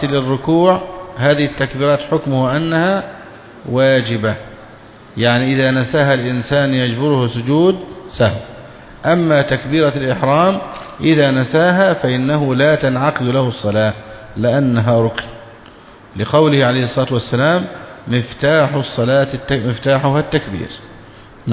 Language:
Arabic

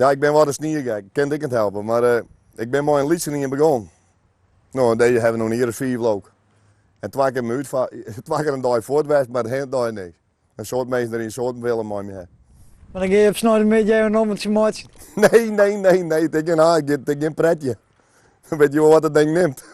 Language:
Western Frisian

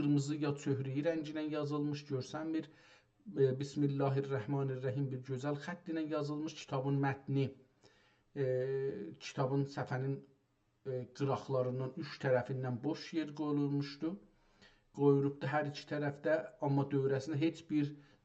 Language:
South Azerbaijani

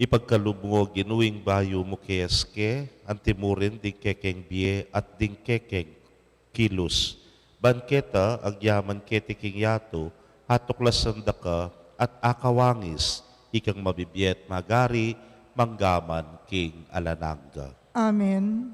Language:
Pampanga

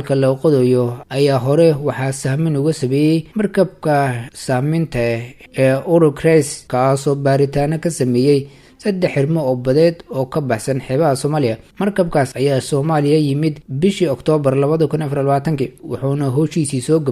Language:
Somali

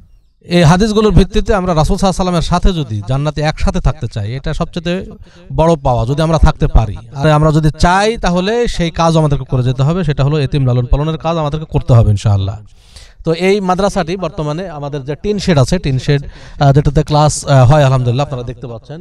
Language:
Bangla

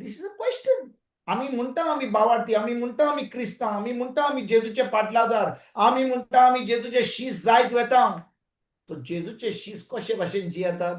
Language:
Konkani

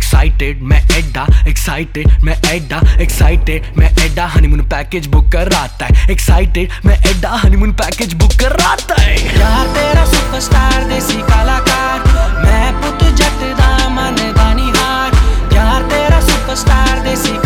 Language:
Punjabi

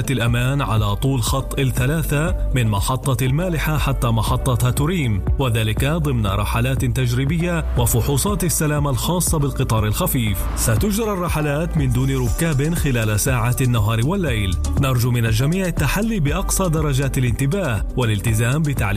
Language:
Arabic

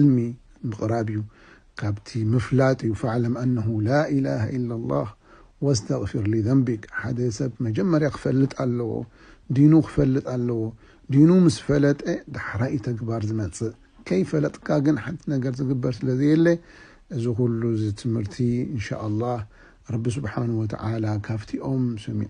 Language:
Tigrinya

